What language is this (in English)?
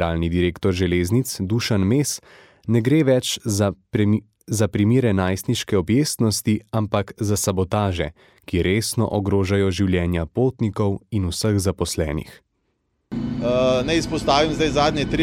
Slovenian